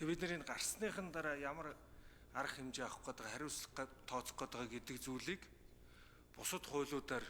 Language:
Mongolian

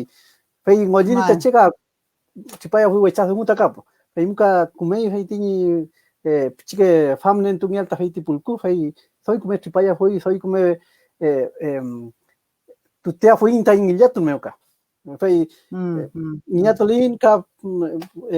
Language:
Mapuche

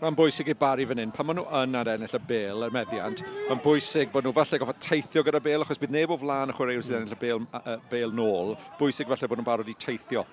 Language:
Welsh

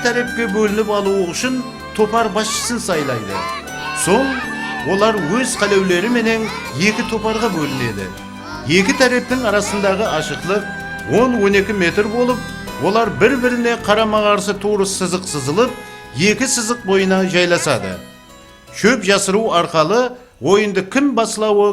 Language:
Kara-Kalpak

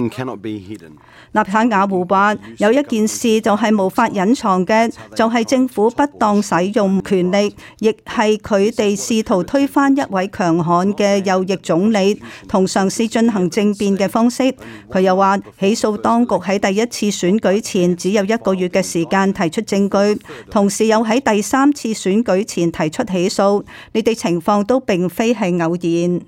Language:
Cantonese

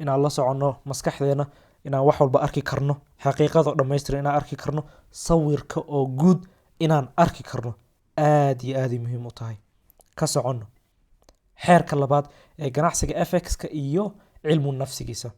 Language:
Somali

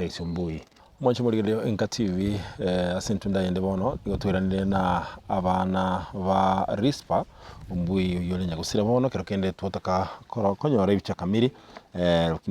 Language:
Gusii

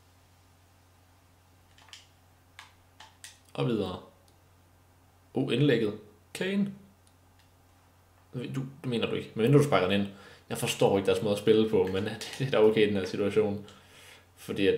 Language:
Danish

